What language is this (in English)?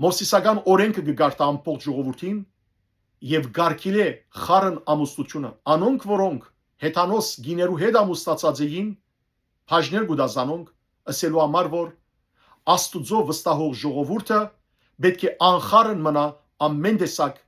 Western Armenian